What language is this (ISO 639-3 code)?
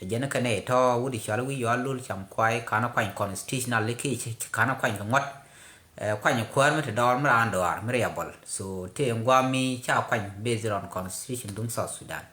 nus